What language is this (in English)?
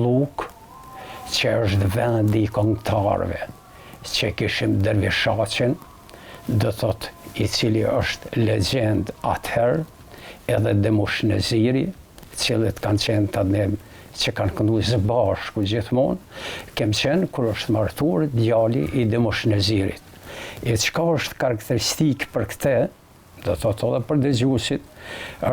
Albanian